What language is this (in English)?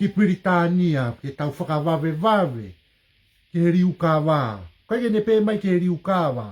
Tongan